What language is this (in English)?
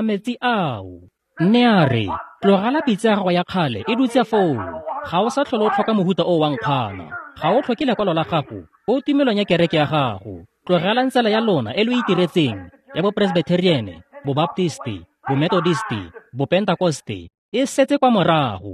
Tswana